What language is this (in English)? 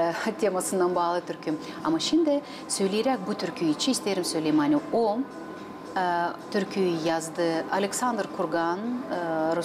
Gagauz